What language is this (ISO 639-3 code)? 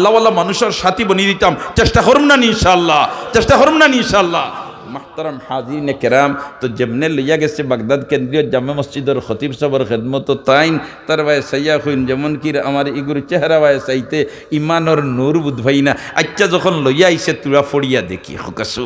syl